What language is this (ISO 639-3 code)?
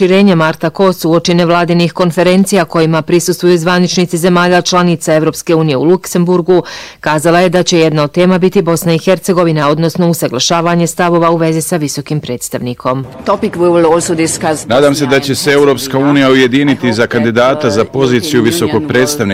bos